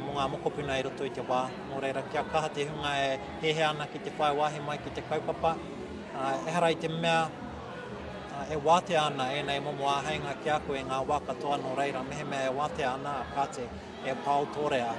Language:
Māori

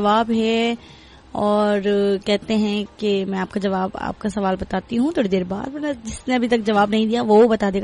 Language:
Urdu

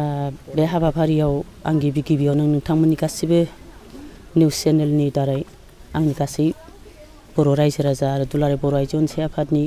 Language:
Bodo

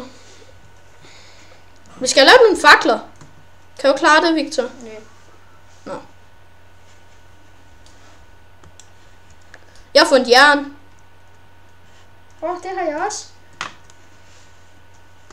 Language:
Danish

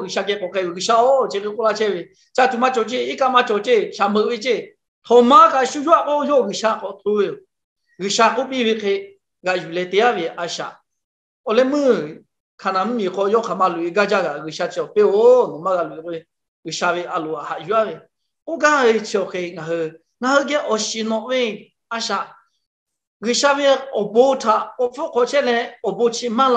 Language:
Lahu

